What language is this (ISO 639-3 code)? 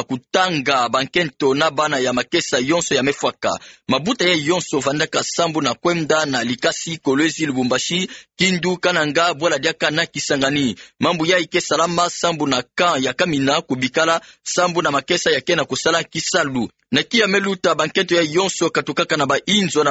ktu